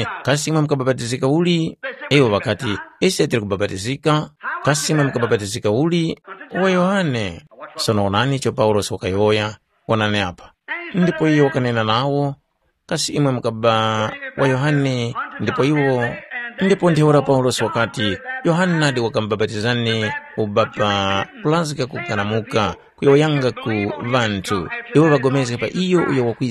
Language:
Tumbuka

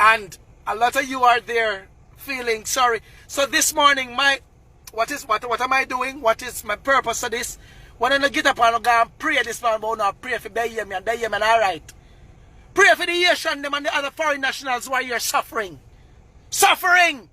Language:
Jamaican Creole English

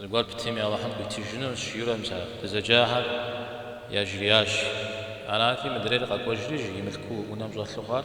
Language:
Kabardian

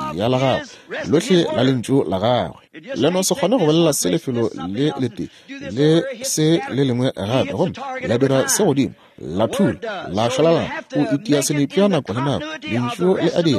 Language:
Northern Sotho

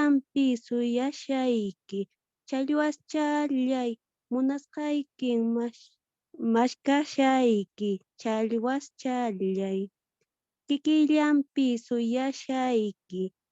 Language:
Quechua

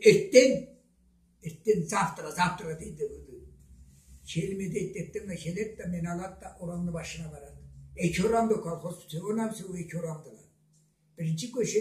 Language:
Karachay-Balkar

